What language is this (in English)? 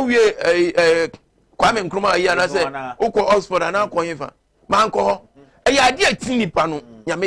Akan